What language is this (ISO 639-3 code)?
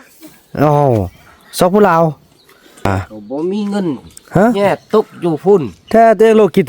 lao